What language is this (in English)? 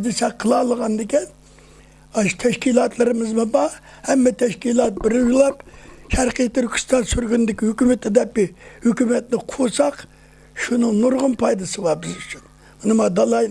Uyghur